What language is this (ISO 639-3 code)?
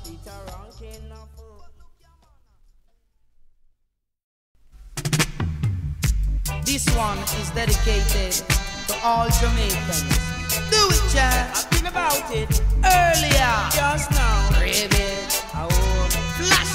eng